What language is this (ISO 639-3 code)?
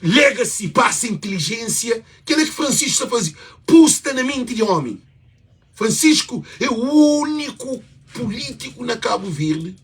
kea